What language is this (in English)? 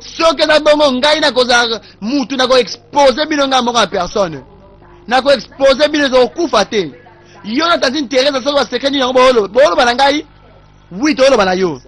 Lingala